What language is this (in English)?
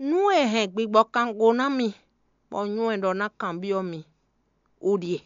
Fon